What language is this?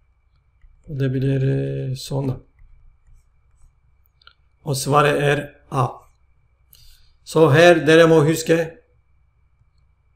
Norwegian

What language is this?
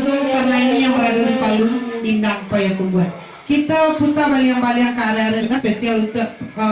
Minangkabau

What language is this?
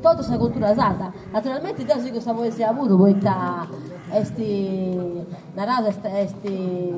Sardinian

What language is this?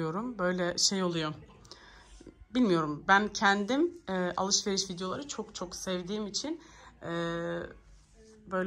Turkish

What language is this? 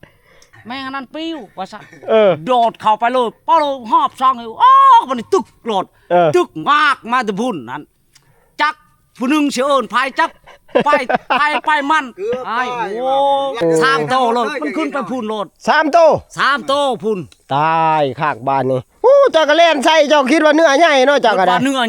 Northeastern Thai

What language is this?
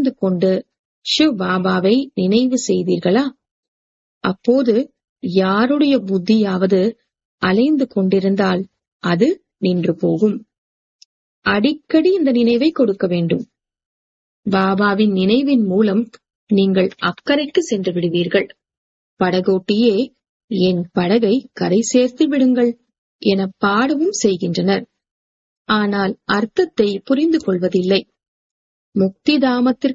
Tamil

